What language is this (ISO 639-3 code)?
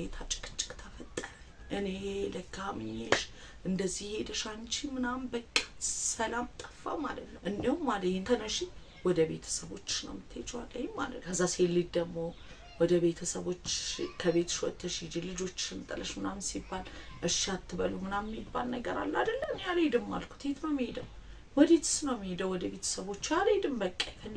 amh